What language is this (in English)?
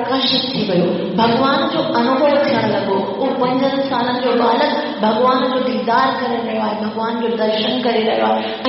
Sindhi